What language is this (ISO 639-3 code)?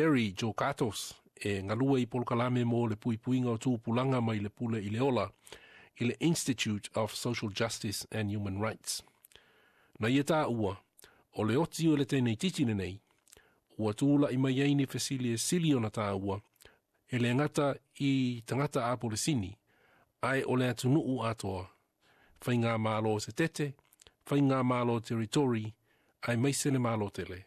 smo